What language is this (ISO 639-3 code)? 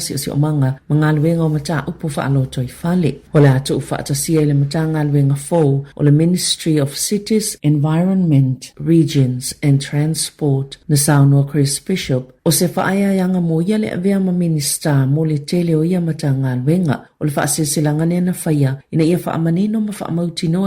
smo